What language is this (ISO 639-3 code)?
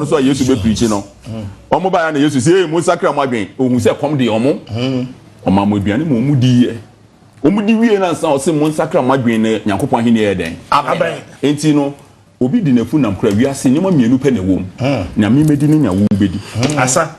aka